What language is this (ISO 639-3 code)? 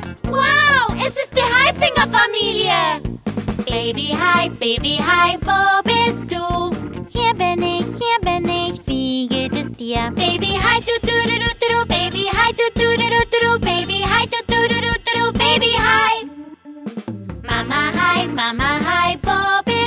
deu